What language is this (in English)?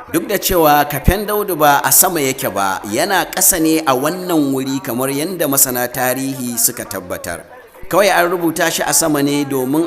Hausa